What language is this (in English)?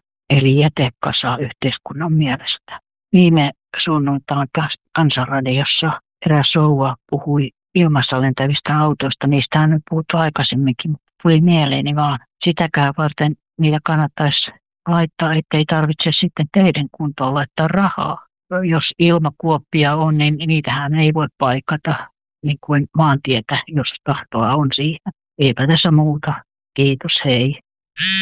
Finnish